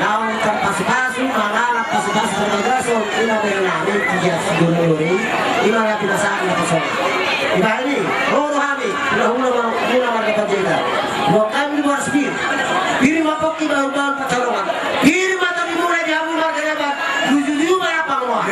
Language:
Batak Toba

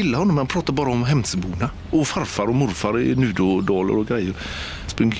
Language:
Swedish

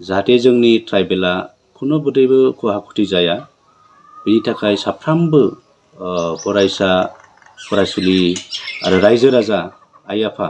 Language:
Bodo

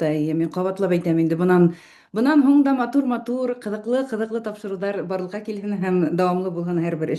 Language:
Bashkir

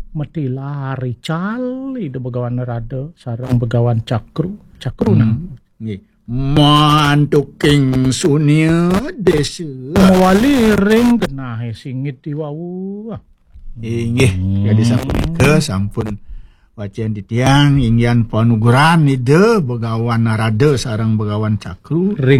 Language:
Balinese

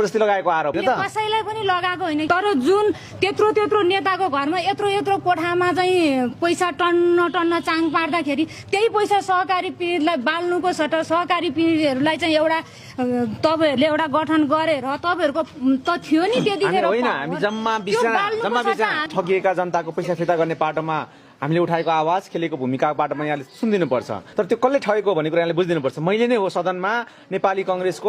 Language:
Nepali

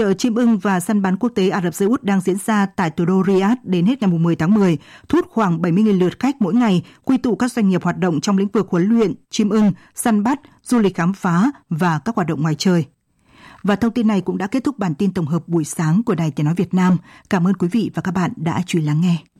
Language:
Vietnamese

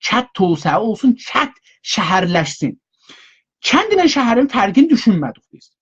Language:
South Azerbaijani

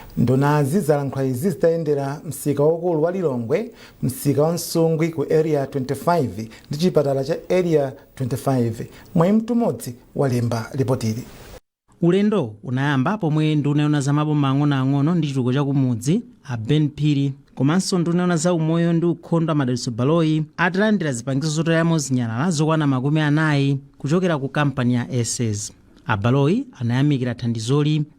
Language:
Nyanja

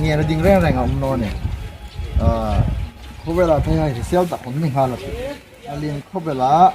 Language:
Hmar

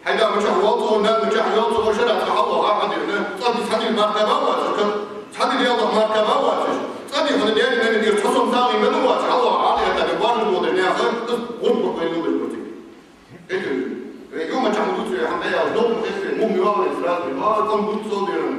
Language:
Ingush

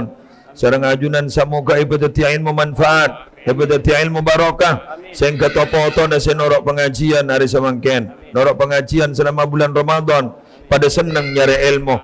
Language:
Madurese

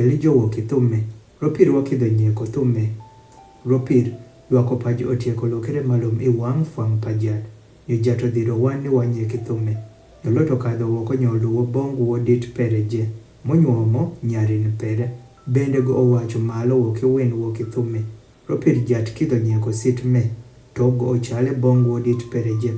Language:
Adhola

